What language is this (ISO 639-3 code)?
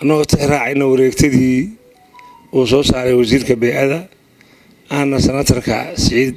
som